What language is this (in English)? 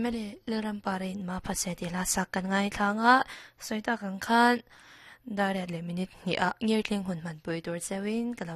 Mizo